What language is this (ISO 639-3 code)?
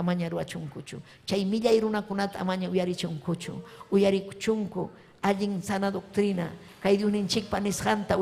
quy